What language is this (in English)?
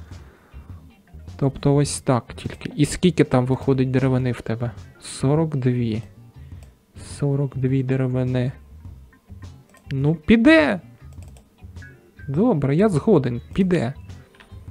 Ukrainian